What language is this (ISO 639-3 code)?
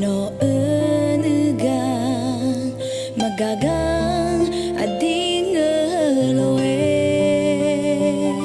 ahk